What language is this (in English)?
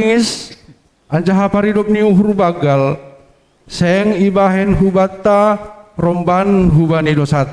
Batak Simalungun